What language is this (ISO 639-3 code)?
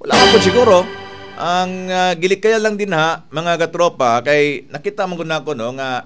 ceb